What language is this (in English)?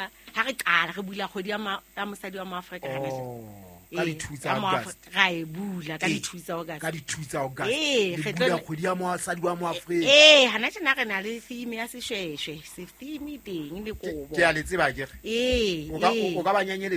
Southern Sotho